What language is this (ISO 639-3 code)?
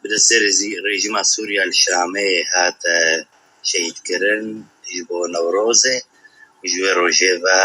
kur